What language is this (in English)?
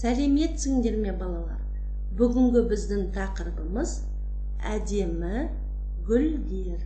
Kazakh